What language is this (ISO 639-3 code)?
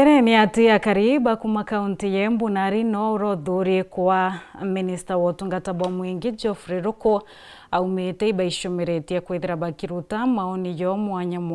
mer